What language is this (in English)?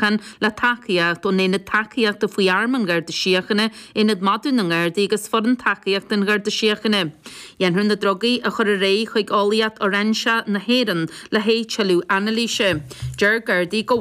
Irish